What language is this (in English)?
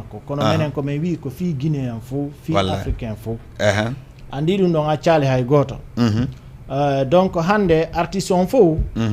Fula